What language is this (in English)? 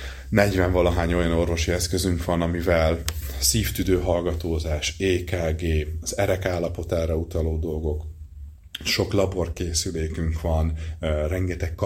Hungarian